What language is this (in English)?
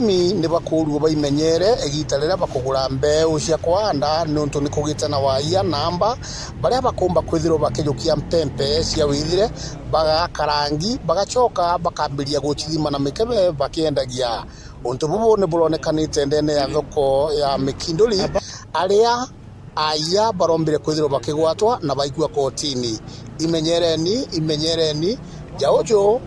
Meru